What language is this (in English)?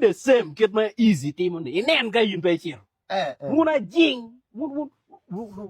Acoli